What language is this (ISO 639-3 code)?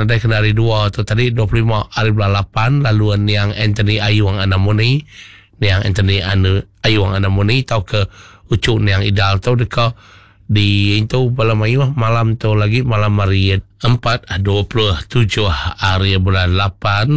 iba